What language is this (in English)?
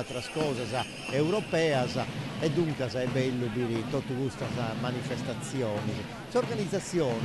Sardinian